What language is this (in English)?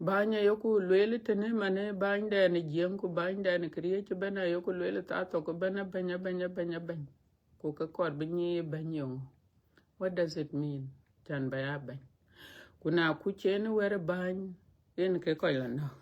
Dinka